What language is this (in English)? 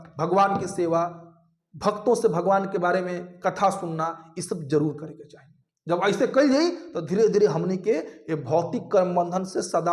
Bhojpuri